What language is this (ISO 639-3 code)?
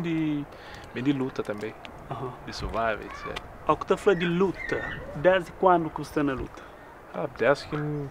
kea